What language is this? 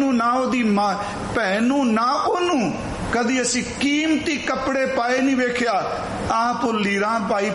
Punjabi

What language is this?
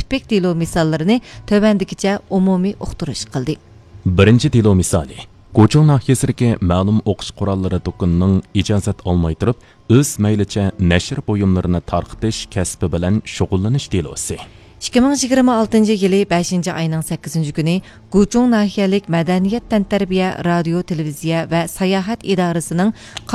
Uyghur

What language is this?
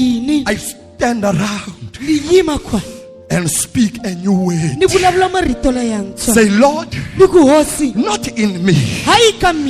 Tsonga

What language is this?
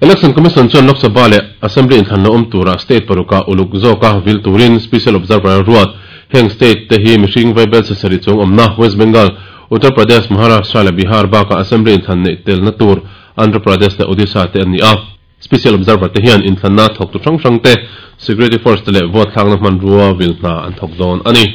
Mizo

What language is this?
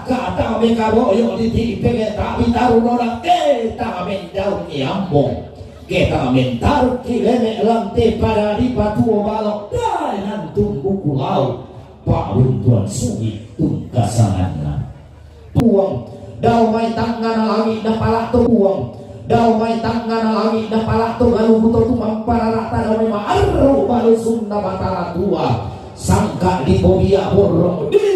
Toraja-Sa'dan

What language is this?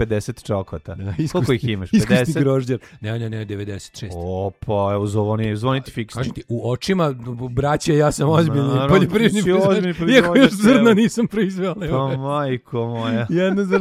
Serbian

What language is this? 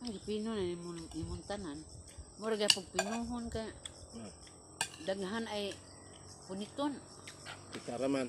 Cebuano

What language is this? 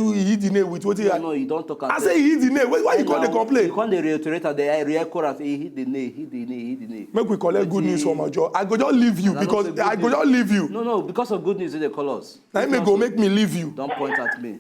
Nigerian Pidgin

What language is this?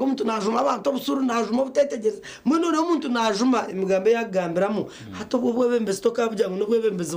Nyankole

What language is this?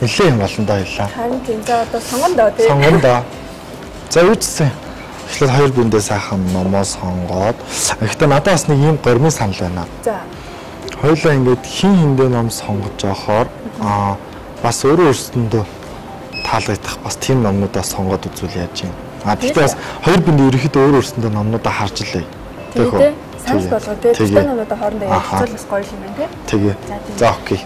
Mongolian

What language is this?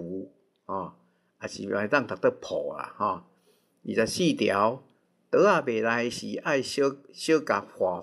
Min Nan Chinese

